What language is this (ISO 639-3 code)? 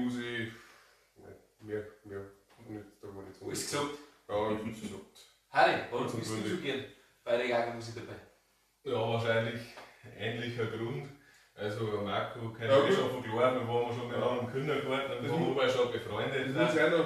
bar